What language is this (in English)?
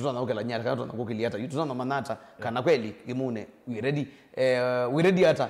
Kamba